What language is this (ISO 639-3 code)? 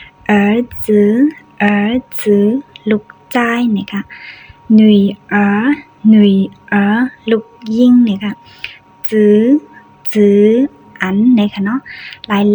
shn